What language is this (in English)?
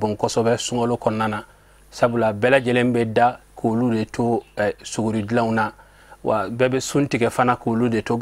Bambara